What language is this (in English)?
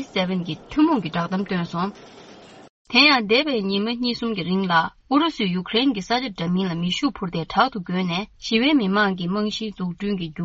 Tibetan